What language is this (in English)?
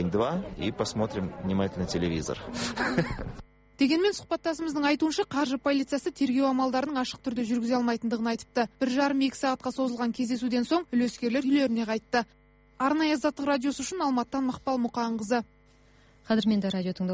Kazakh